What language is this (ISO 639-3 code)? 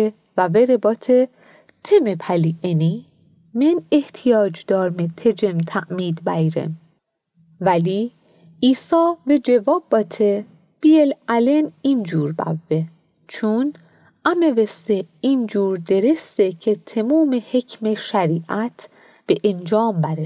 mzn